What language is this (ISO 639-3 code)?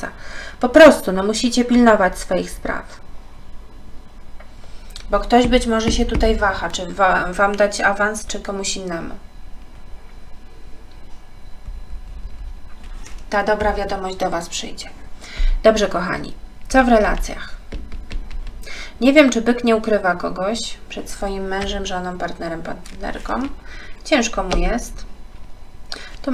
pol